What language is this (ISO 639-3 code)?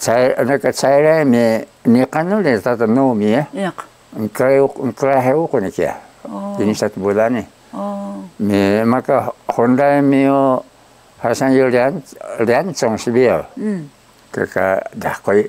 trv